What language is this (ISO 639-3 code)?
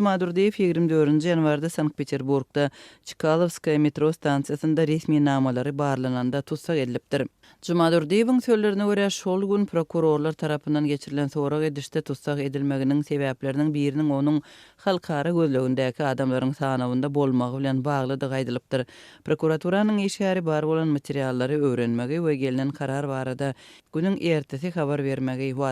tuk